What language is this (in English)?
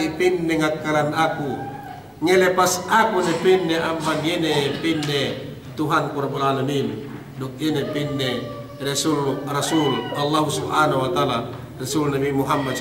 Yakan